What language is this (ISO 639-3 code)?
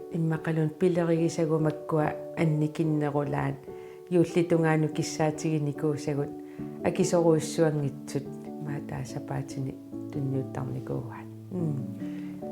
kal